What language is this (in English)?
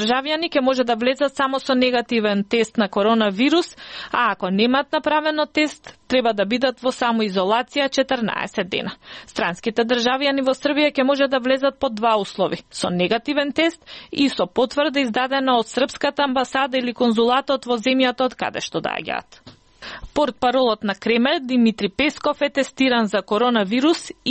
Macedonian